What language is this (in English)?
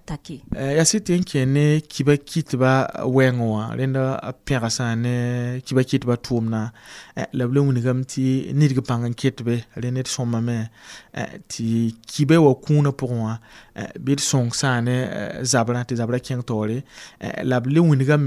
Mossi